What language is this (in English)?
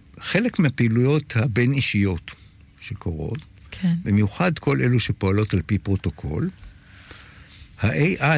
Hebrew